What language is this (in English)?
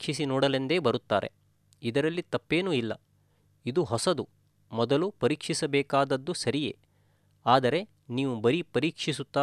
Kannada